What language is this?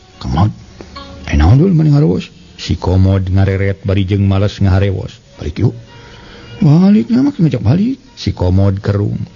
Sundanese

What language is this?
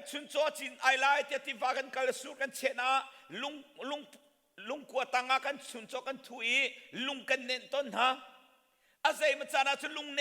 Hakha Chin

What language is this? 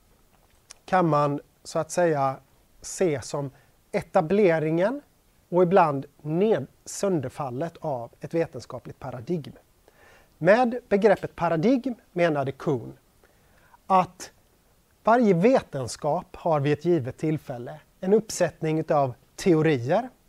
Swedish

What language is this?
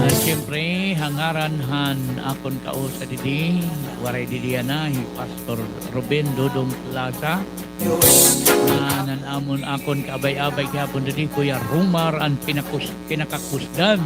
Waray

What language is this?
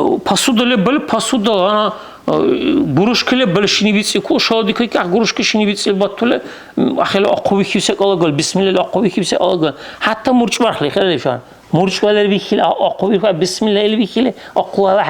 Dargwa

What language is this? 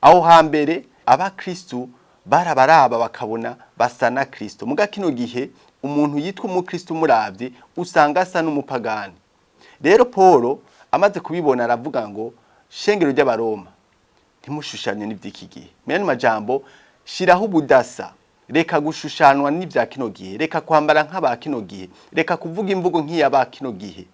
Rundi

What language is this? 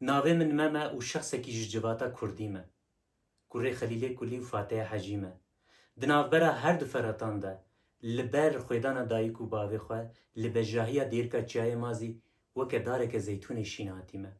Kurdish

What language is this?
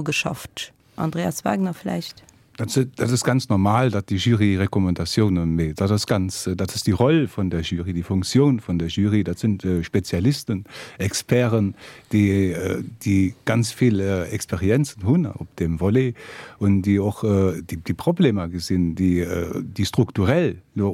Luxembourgish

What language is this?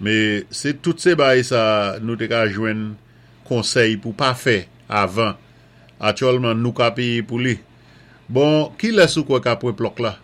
Saint Lucian Creole French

